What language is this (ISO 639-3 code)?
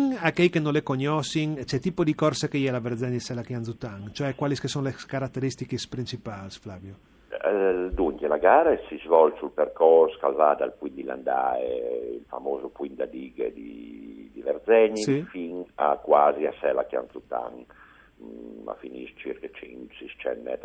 fur